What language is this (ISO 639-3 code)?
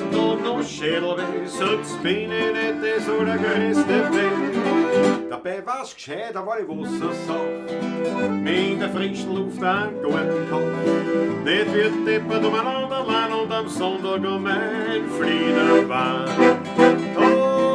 bar